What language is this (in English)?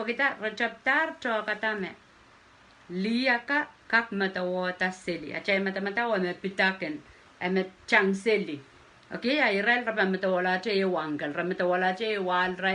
Pohnpeian